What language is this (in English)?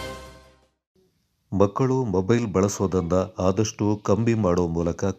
Kannada